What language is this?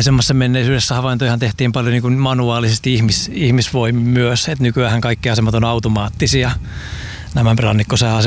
Finnish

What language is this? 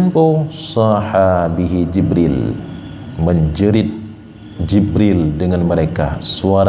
Achinese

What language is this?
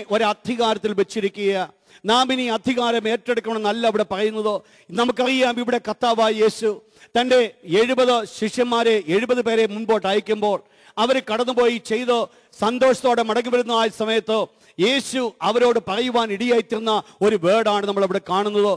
Malayalam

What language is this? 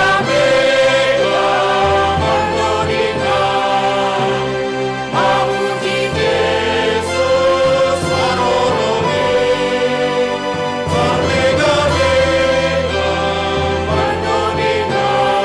Batak Simalungun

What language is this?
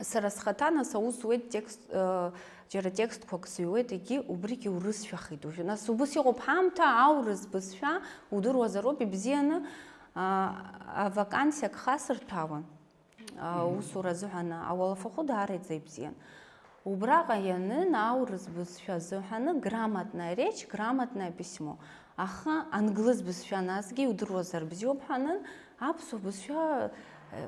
Abkhazian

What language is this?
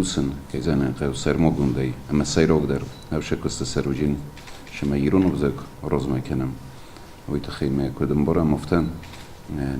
Ossetic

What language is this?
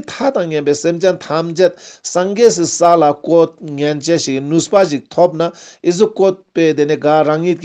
Ladakhi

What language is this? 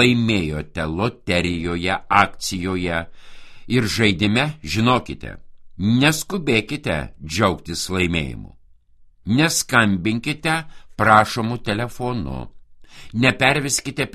Lithuanian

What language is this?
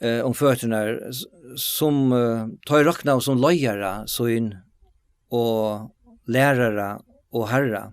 Faroese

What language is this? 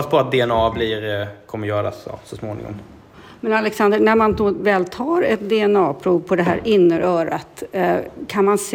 Swedish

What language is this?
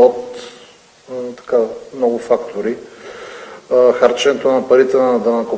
Bulgarian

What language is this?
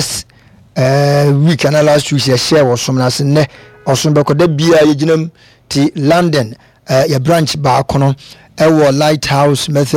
Akan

